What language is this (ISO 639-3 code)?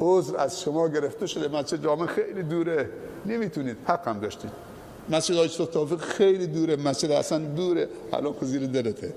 fas